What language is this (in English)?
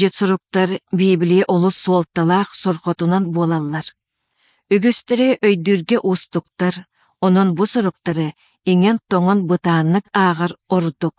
Yakut